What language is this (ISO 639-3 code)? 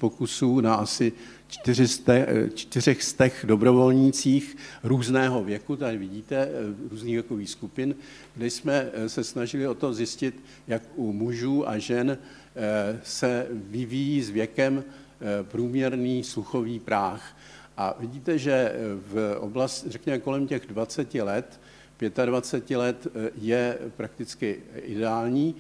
ces